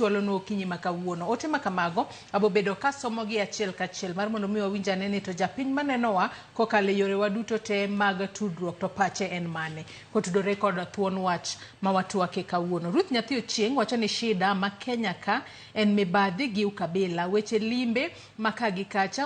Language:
Luo (Kenya and Tanzania)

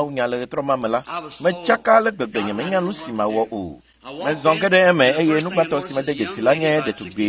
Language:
Ewe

